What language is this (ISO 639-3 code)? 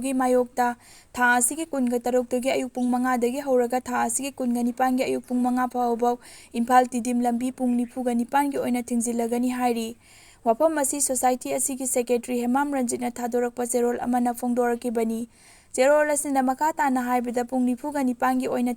mni